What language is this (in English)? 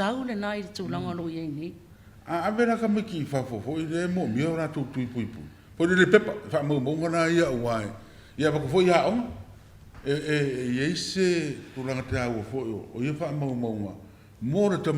Samoan